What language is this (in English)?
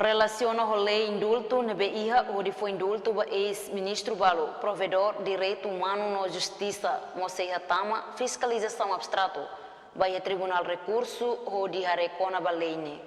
Tetum